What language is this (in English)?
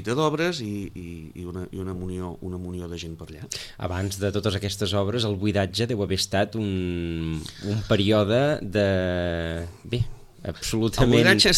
Catalan